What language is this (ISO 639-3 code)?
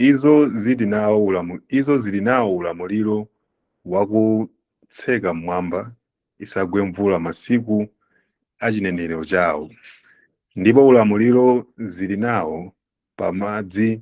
nya